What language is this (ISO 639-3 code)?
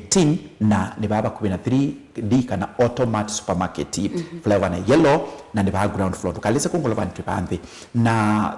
kam